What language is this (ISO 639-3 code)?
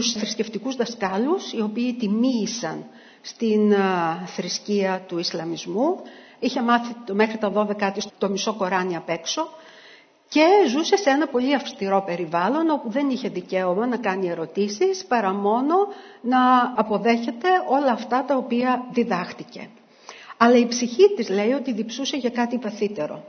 ell